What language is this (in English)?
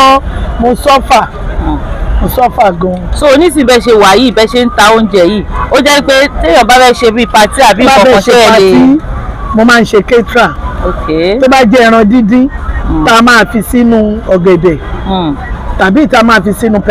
Yoruba